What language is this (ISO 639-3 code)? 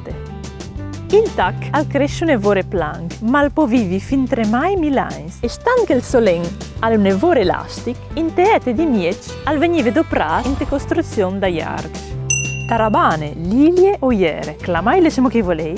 fur